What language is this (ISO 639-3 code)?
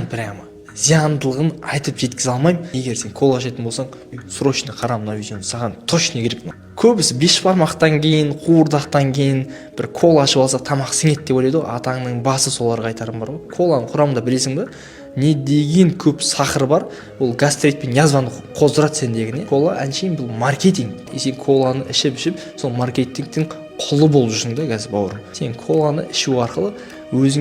kaz